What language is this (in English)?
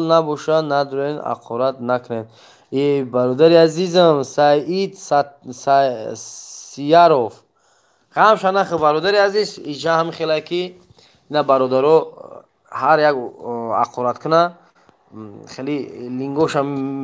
Tajik